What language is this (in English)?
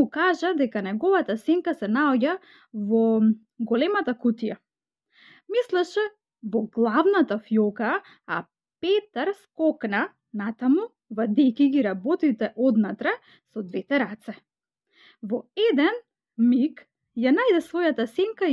Macedonian